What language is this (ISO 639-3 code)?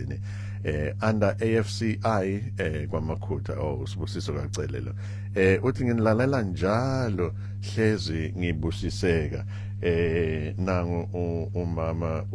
zul